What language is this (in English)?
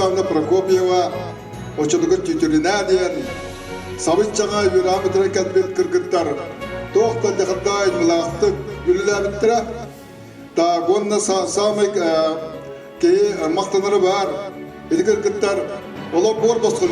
Yakut